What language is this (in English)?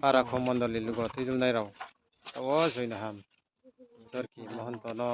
Riang (India)